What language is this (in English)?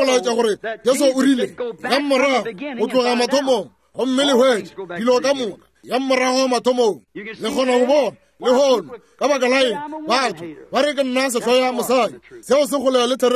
Northern Sotho